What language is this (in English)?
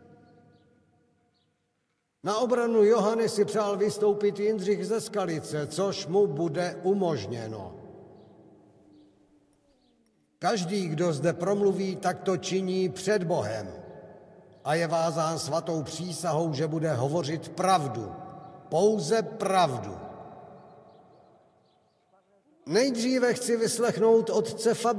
Czech